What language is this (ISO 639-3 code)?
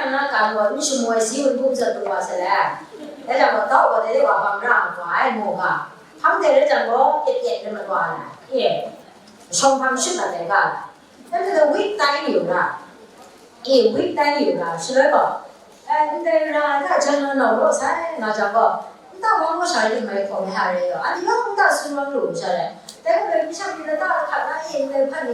kac